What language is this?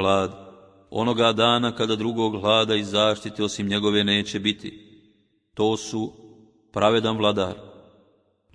Bosnian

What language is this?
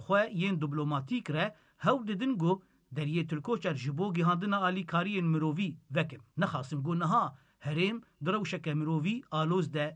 Kurdish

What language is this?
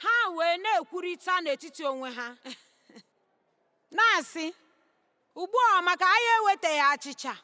Igbo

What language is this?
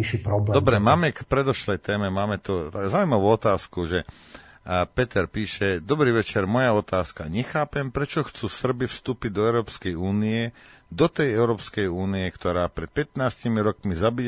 Slovak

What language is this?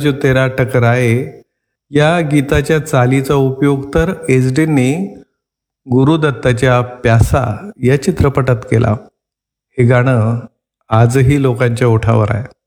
Marathi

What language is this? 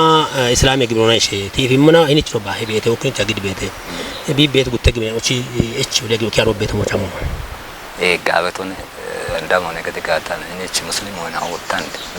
Kafa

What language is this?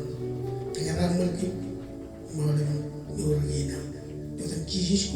Marshallese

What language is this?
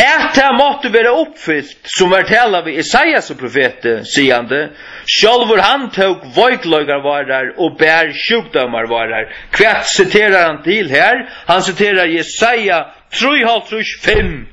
Faroese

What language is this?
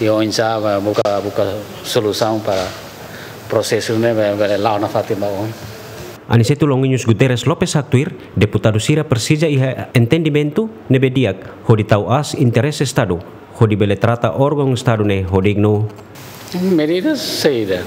Tetum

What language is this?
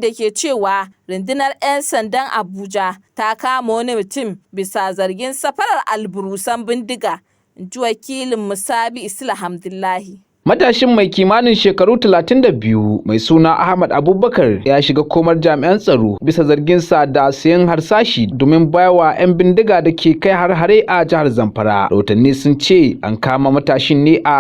Hausa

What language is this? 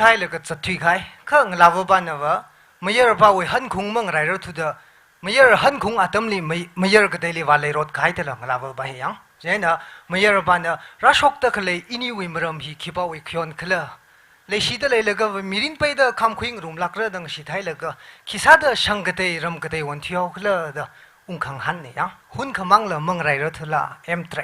Tangkhul Naga (India)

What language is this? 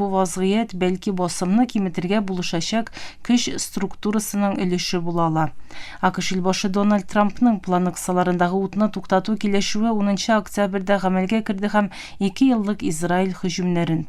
Tatar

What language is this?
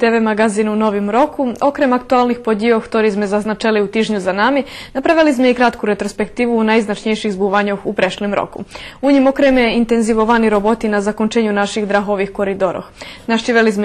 Rusyn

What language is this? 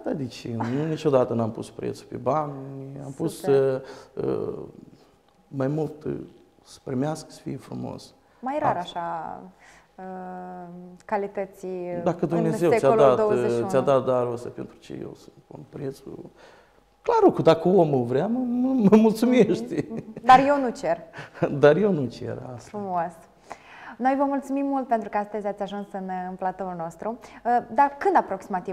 Romanian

